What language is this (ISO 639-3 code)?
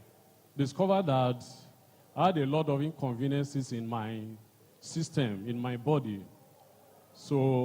ewe